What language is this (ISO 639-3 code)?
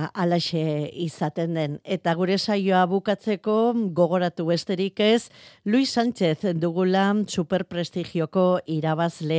eus